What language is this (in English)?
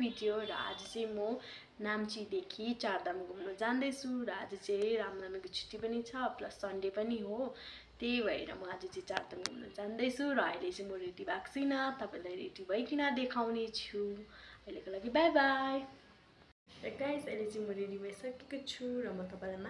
Nepali